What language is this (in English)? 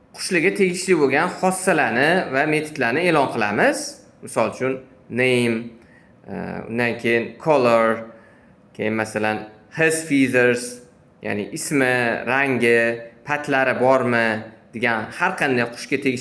Uzbek